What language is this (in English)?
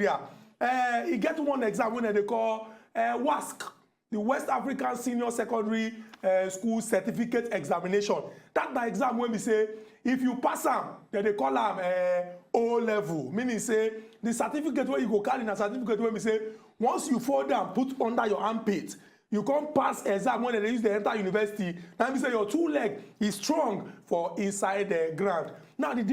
Nigerian Pidgin